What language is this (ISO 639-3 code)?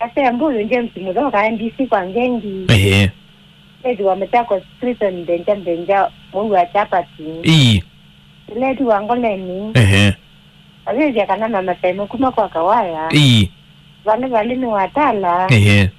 kam